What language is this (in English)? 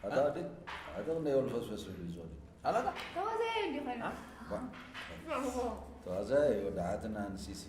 Tigrinya